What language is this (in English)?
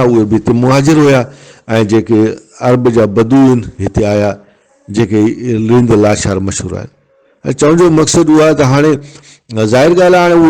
Brahui